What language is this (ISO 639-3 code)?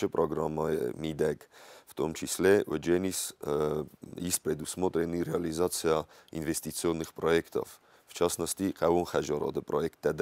oss